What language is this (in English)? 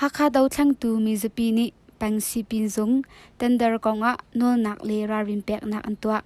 Hakha Chin